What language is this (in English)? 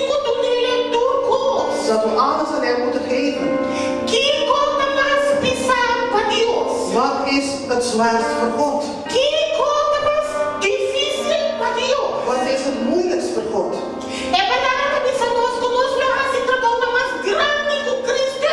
Papiamento